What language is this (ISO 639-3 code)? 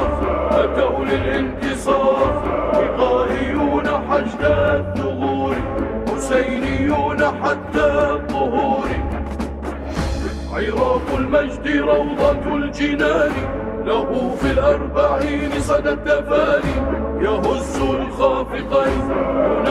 ara